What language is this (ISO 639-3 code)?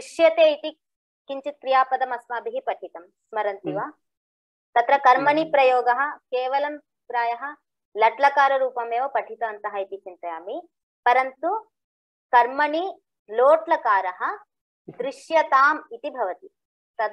san